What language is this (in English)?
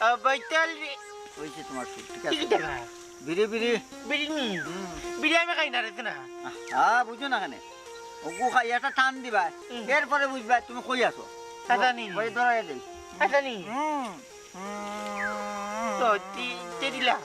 Sylheti